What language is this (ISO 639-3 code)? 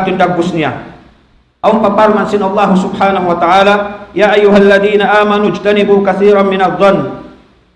tsg